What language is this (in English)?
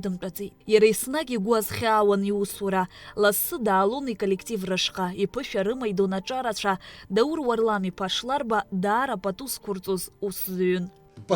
Abkhazian